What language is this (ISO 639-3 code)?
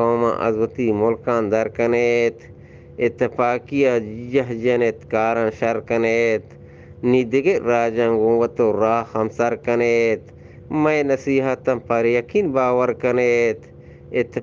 bgp